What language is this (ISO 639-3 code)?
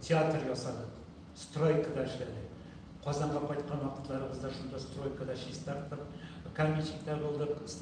tat